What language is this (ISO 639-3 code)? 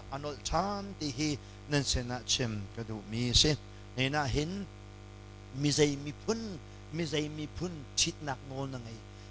cnh